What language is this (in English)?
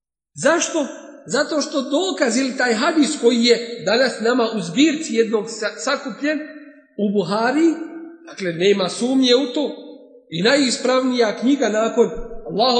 Bosnian